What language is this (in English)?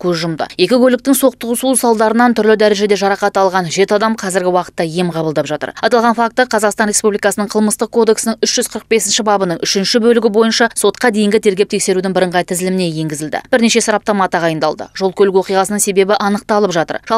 Kazakh